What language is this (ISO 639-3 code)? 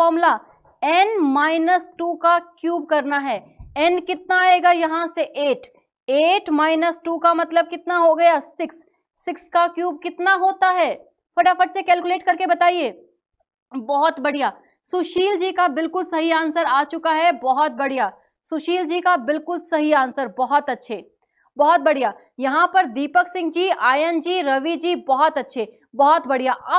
hin